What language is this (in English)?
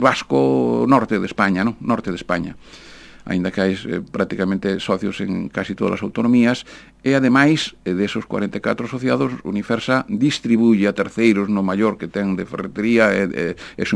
Galician